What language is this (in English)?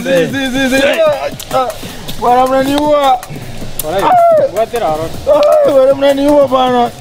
Gusii